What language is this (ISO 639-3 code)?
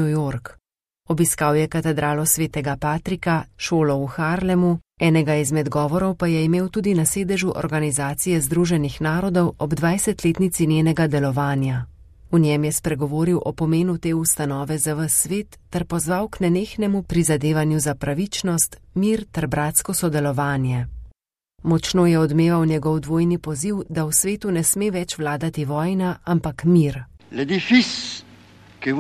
slv